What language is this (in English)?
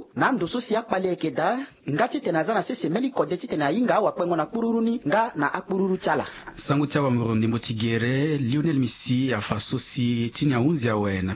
Sango